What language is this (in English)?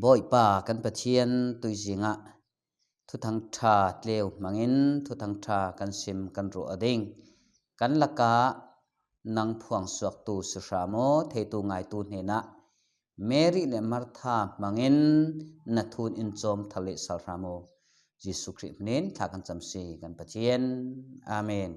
Falam Chin